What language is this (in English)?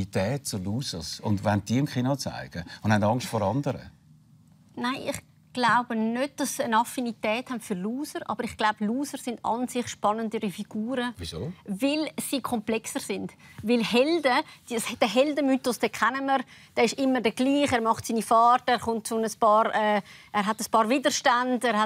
Swiss German